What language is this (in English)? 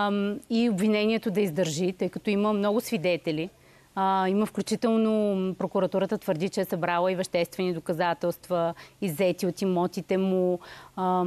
Bulgarian